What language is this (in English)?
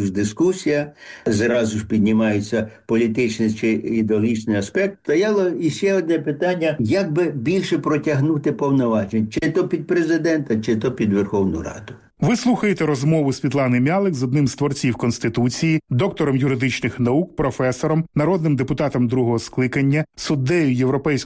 Ukrainian